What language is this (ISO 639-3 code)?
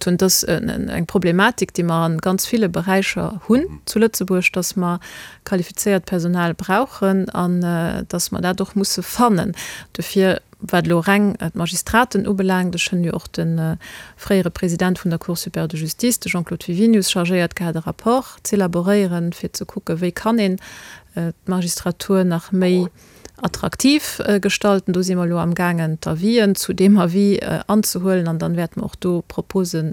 ltz